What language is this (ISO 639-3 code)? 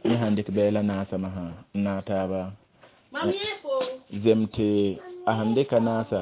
mos